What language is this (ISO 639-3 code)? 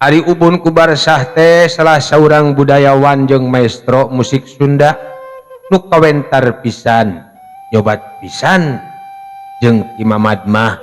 sun